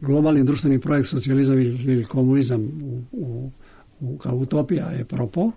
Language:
Serbian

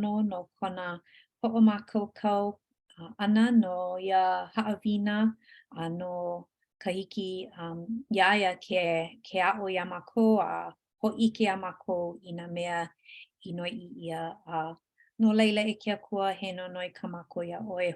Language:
Hawaiian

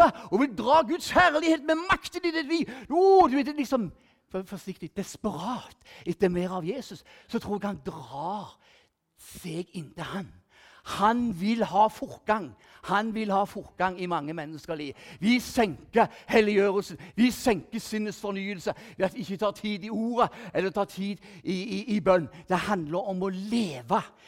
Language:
Norwegian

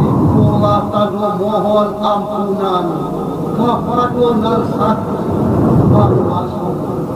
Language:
Minangkabau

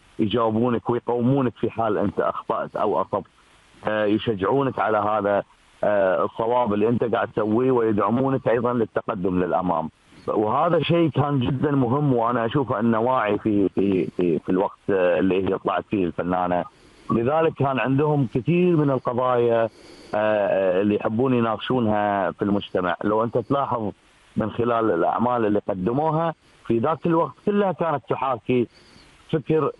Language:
Arabic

